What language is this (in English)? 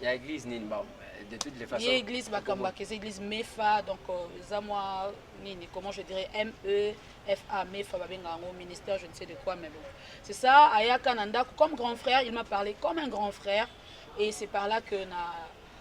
Lingala